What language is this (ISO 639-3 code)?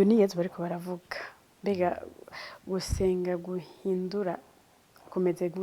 run